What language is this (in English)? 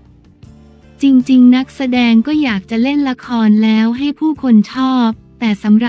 Thai